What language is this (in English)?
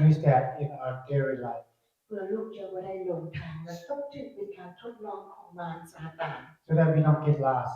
Lao